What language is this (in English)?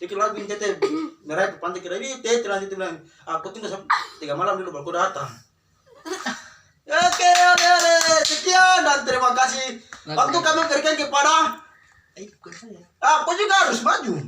Papuan Malay